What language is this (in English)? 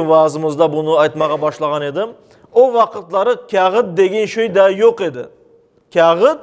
Crimean Tatar